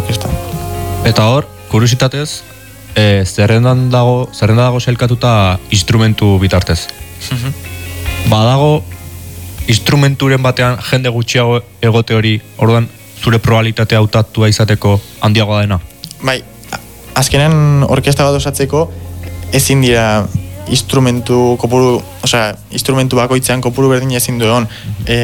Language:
Basque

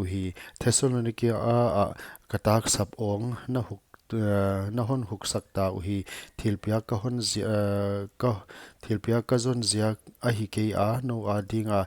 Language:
Paite Chin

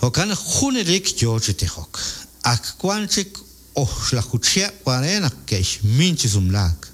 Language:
Kekchí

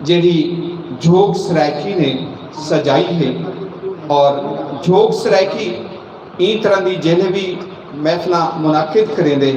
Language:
Saraiki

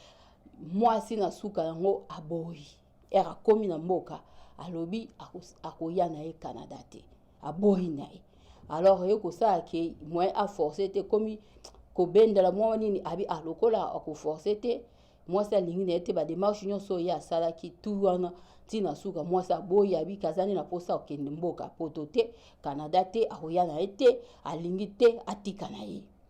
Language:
Lingala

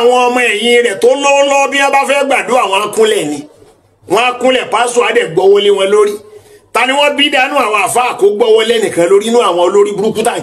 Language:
Yoruba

